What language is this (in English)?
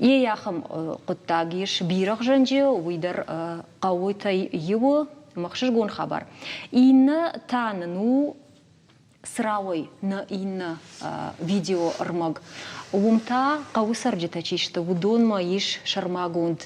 Ossetic